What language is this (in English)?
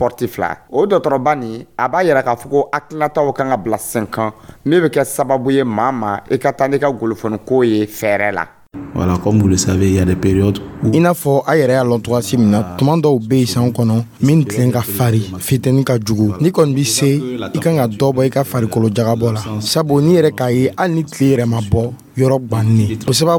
Dyula